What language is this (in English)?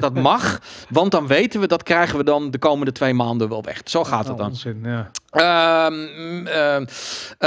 Dutch